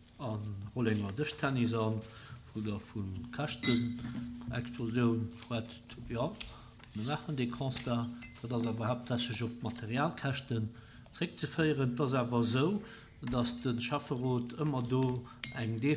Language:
Luxembourgish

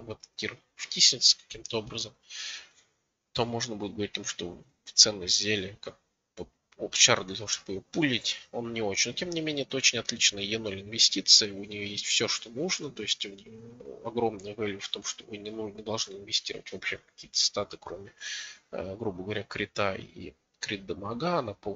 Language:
Russian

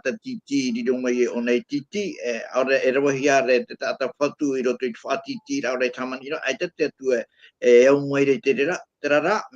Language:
Tahitian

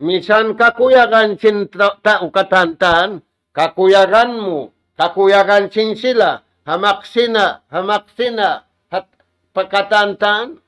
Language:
Tausug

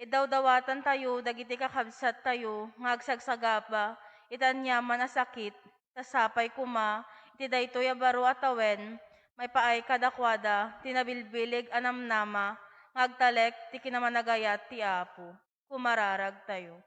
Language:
Iloko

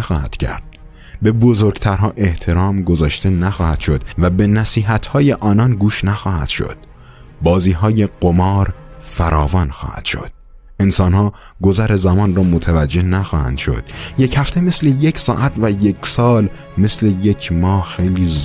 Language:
Tajik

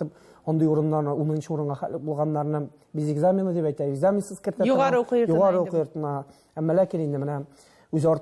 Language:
Tatar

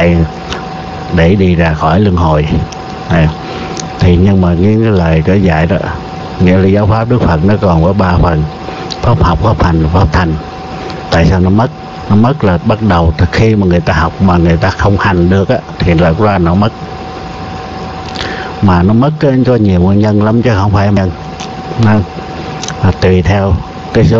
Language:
Vietnamese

